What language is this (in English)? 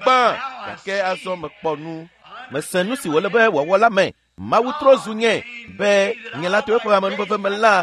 Ewe